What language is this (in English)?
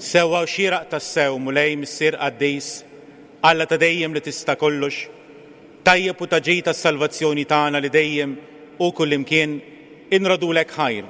Maltese